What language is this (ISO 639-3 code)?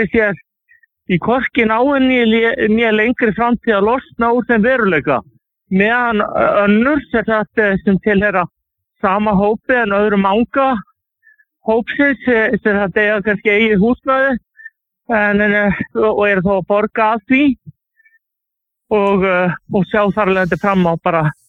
isl